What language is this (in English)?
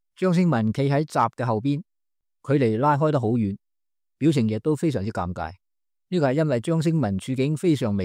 Cantonese